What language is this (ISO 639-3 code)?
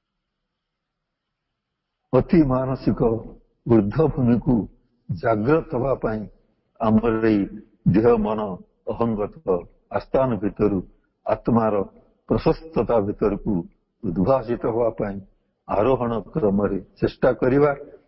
ori